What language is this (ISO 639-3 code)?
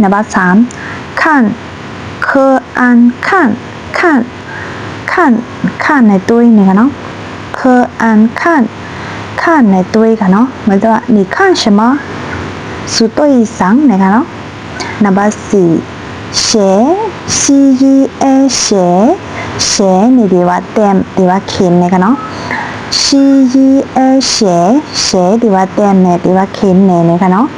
shn